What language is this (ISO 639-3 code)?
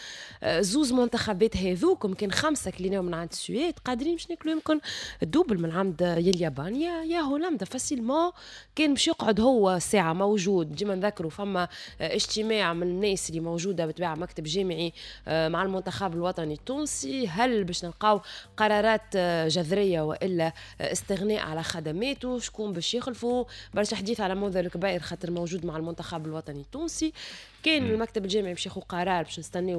aeb